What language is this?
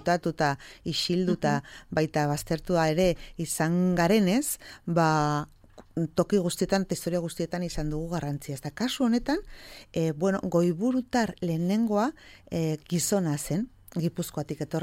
Basque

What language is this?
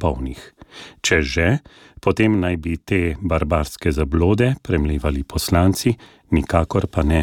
Slovenian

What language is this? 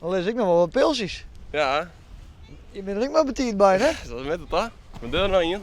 Western Frisian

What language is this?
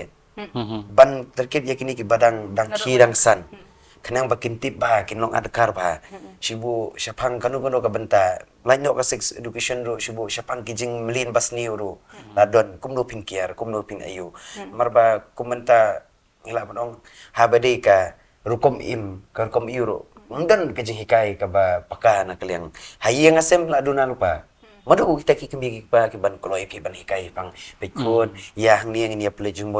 Khasi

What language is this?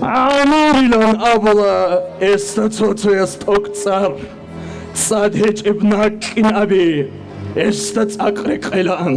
Avaric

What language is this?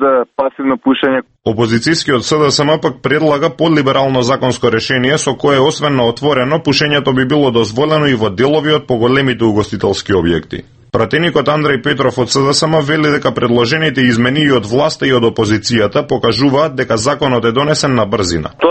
Macedonian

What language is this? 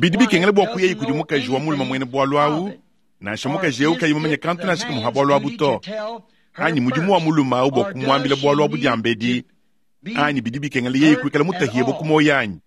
Luba-Lulua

